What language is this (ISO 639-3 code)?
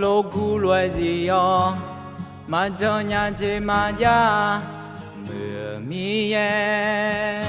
ahk